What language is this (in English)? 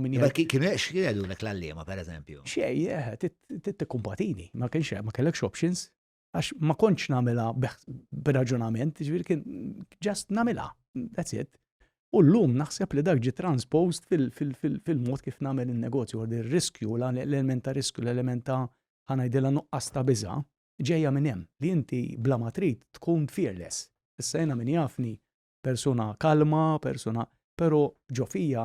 Maltese